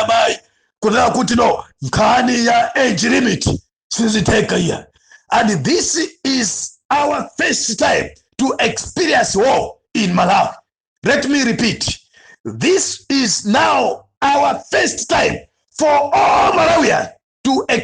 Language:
Nyanja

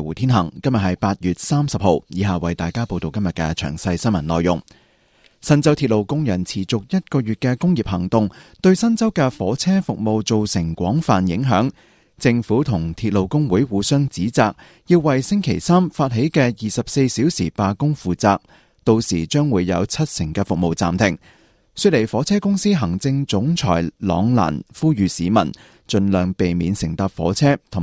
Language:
Cantonese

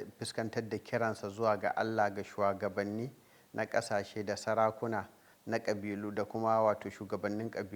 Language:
Hausa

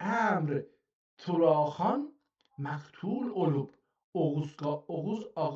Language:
South Azerbaijani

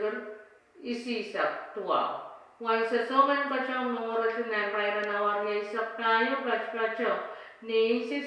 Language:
Pohnpeian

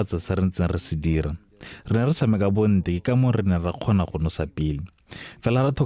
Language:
Tswana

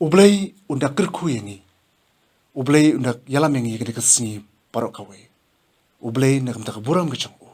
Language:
Khasi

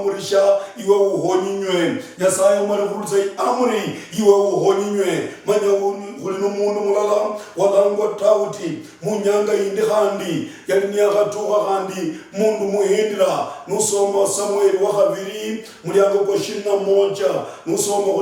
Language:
Luyia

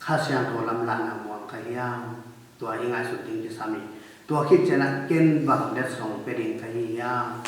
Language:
Tedim Chin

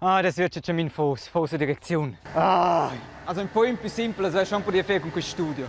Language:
Romansh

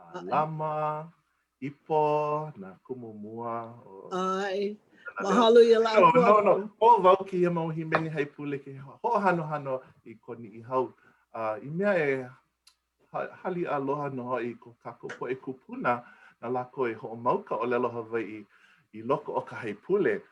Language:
Hawaiian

